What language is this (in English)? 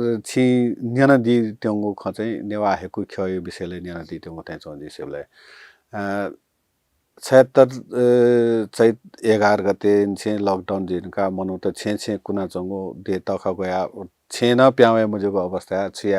Newari